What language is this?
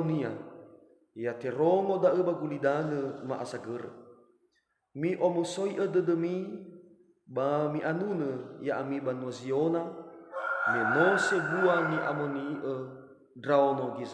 Nias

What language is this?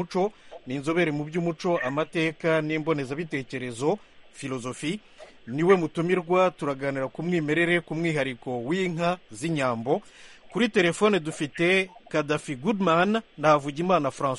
Kinyarwanda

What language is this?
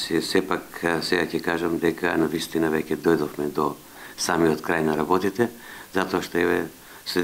Macedonian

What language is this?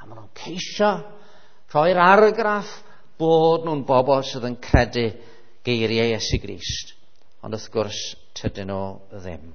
Welsh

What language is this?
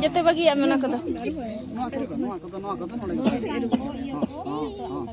Santali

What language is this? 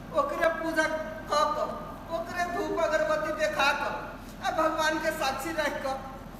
Maithili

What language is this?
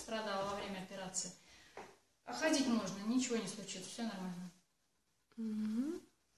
Russian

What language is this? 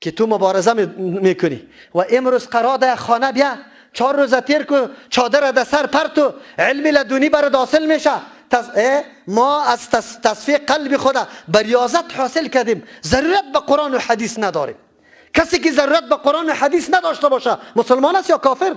Persian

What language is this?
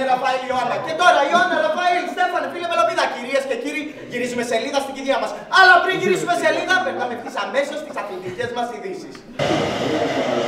Greek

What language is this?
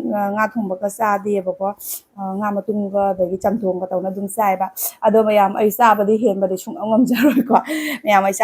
Manipuri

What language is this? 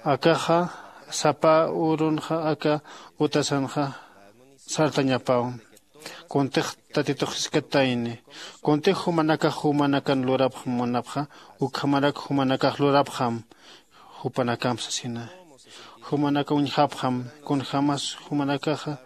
Aymara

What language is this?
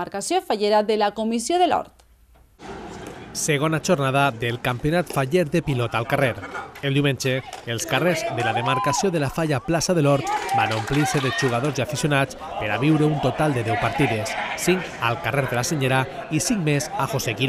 Catalan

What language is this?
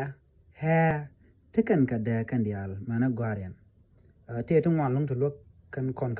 Nuer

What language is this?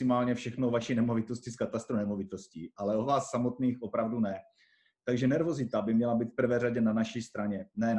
Czech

